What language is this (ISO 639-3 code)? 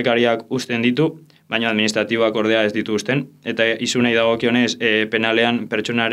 eus